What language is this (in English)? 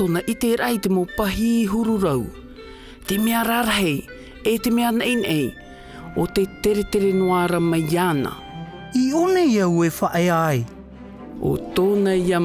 Tahitian